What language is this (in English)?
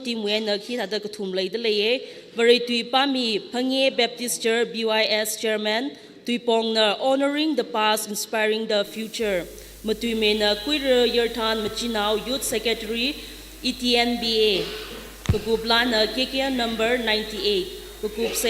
Tangkhul Naga (India)